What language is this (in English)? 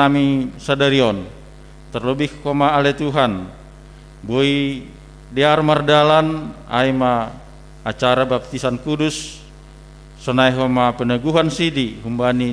Batak Simalungun